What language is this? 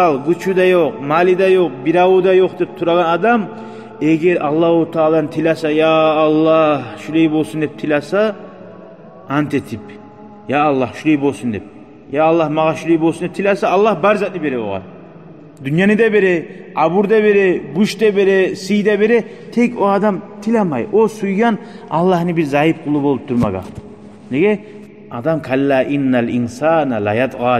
Kumyk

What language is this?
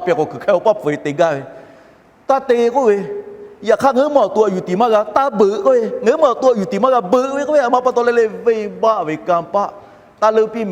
Lahu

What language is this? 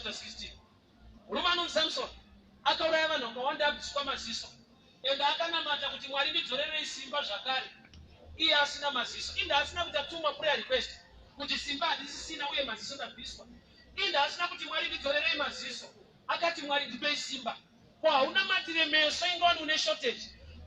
Shona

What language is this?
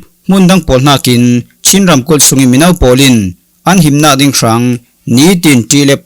Falam Chin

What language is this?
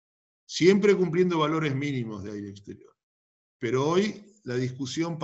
Spanish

